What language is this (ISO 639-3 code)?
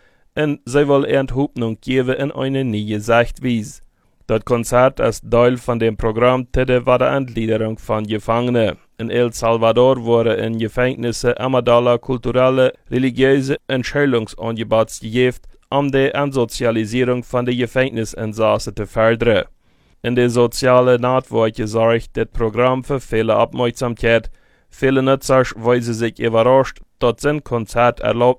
deu